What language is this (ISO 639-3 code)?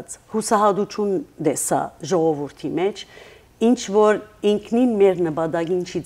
hyw